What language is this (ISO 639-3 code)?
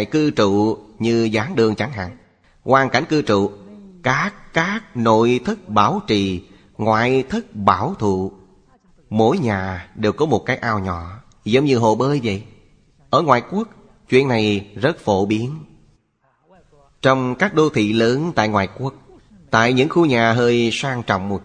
vie